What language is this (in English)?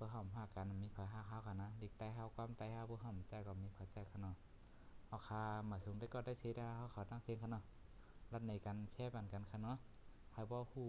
Shan